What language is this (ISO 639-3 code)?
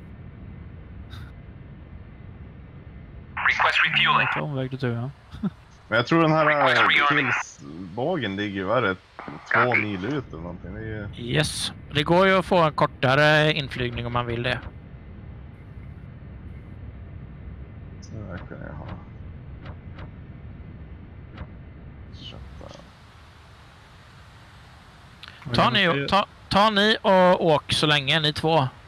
swe